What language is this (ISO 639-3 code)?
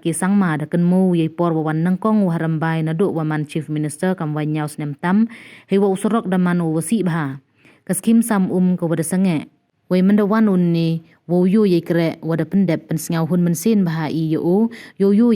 pbv